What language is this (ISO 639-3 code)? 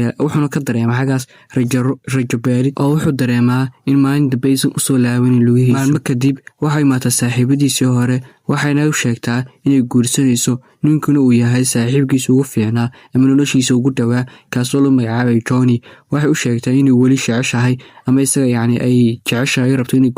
som